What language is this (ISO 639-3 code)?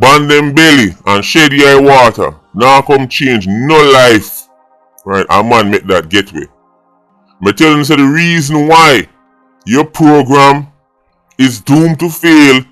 jam